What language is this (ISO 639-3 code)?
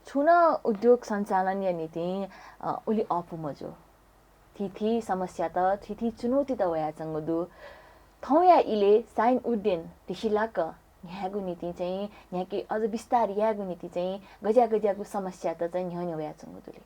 new